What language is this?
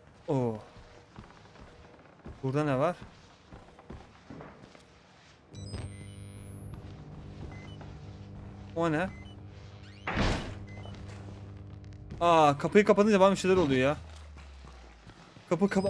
Turkish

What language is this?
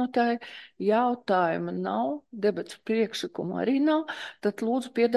Latvian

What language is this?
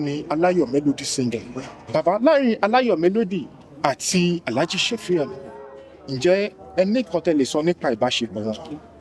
Yoruba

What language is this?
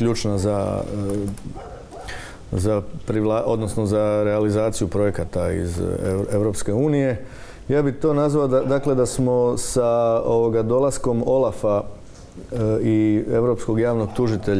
Croatian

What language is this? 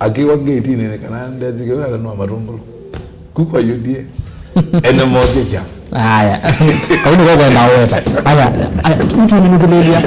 Kamba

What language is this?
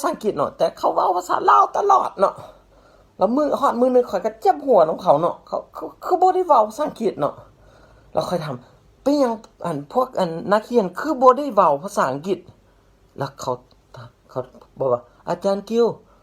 Lao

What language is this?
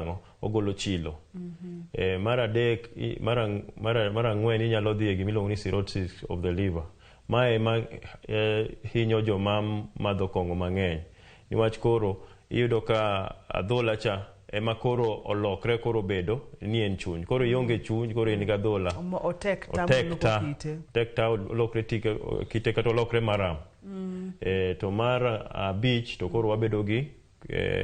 Luo (Kenya and Tanzania)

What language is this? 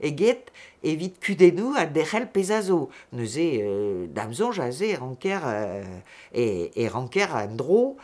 Breton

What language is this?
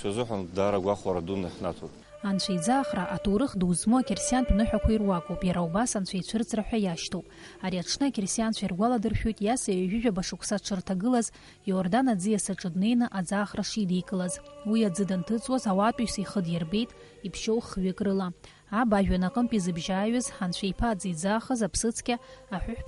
Abkhazian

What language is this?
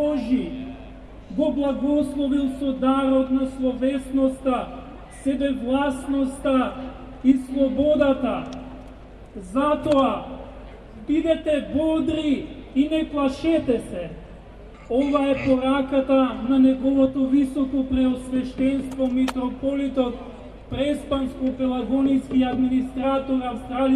Macedonian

